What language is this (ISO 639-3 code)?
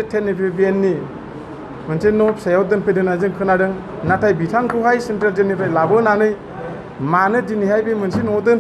brx